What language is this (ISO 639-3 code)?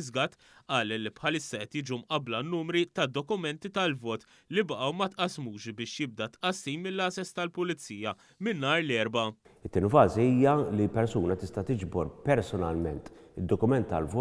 mlt